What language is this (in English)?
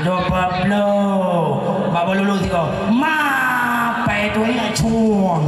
Achinese